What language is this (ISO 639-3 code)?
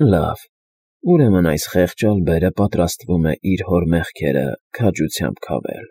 hye